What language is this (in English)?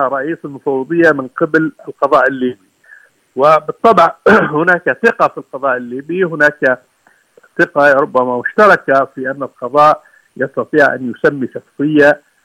Arabic